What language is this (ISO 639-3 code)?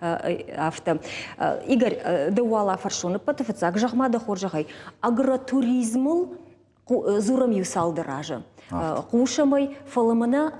oss